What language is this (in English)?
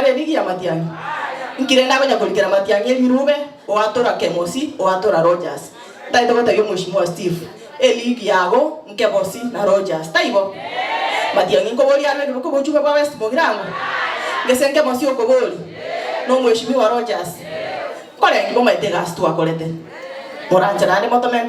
Gusii